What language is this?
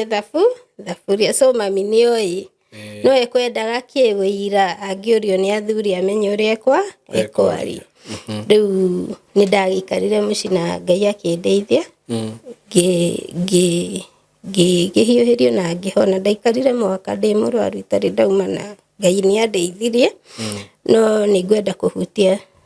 Kikuyu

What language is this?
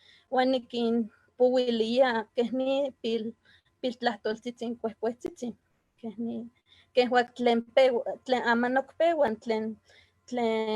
Eastern Huasteca Nahuatl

